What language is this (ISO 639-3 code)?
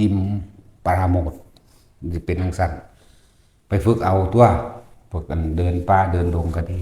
tts